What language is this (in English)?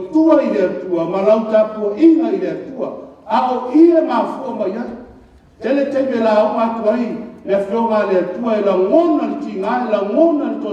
Samoan